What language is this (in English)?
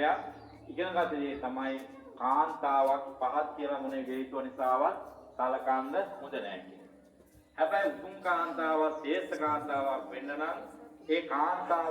Sinhala